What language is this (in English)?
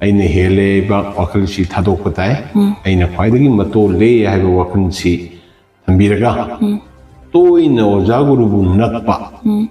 Manipuri